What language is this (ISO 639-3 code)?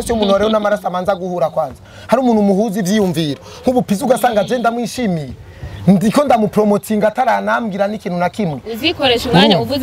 run